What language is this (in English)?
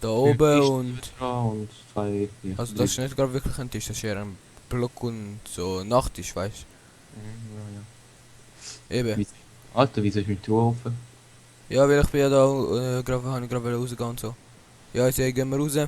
Swiss German